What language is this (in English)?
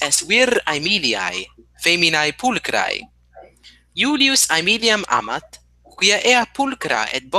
Latin